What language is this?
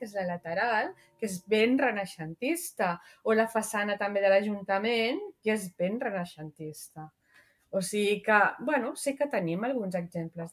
Catalan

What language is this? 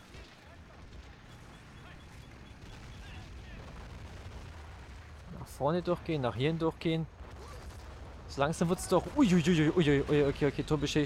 German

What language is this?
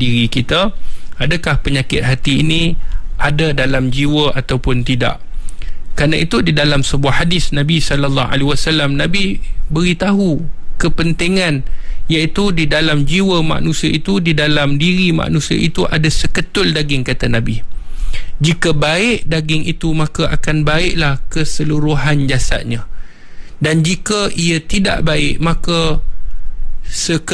Malay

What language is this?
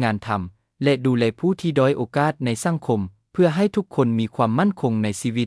Lao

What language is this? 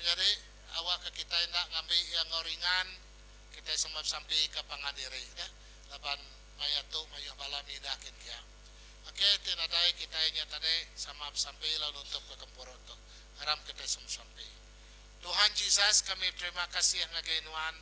Iban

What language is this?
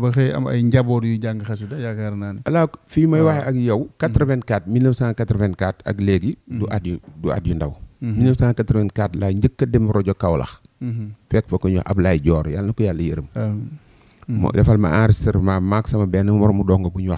Wolof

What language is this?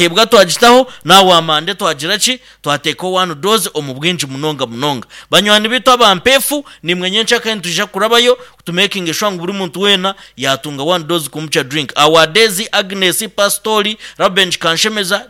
Nyankole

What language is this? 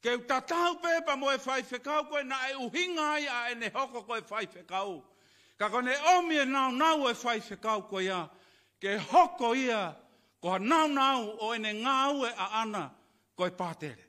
Tongan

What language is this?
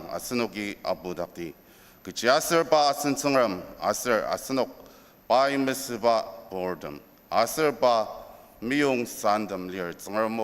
Ao Naga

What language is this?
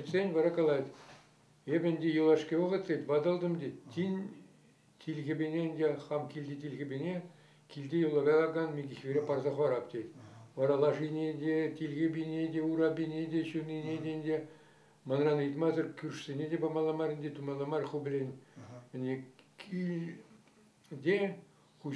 Chuvash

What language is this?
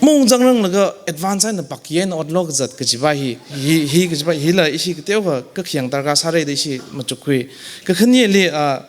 Tangkhul Naga (India)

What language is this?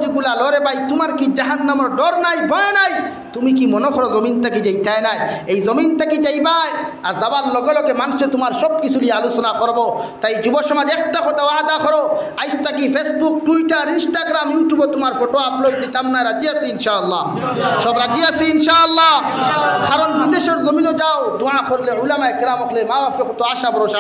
Sylheti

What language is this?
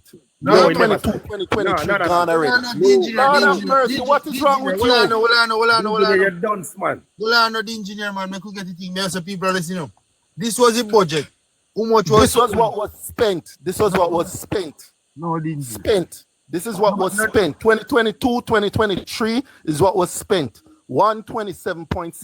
Jamaican Creole English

